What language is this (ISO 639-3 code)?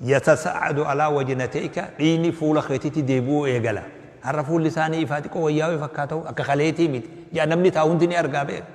orm